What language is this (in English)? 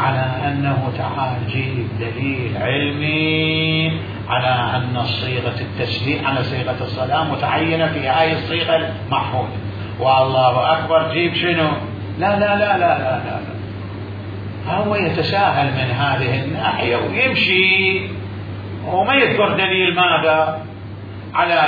Mesopotamian Arabic